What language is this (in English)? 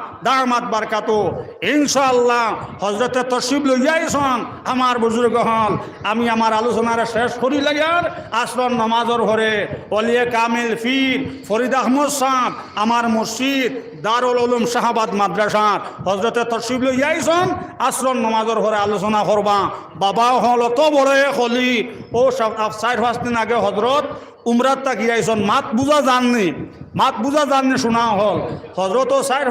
Sylheti